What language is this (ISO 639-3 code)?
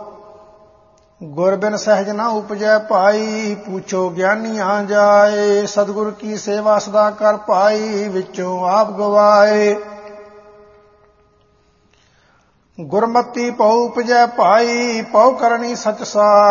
pan